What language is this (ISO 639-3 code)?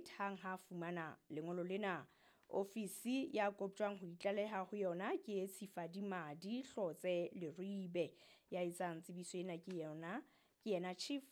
sot